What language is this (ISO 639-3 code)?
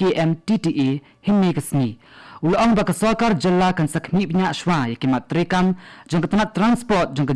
kha